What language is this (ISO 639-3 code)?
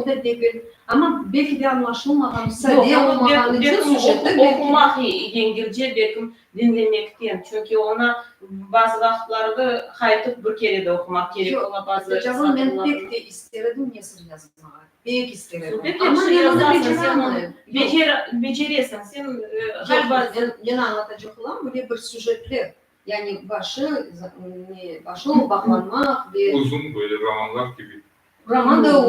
crh